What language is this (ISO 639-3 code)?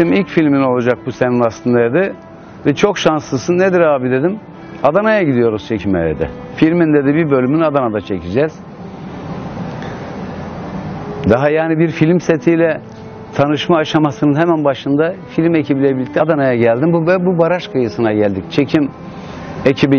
tur